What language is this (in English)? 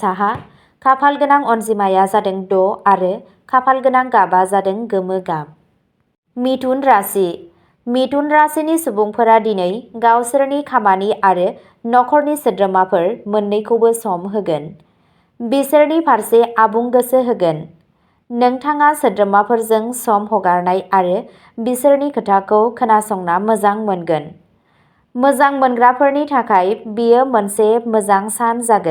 Bodo